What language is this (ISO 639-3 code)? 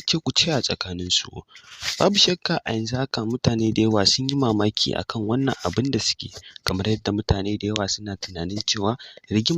hau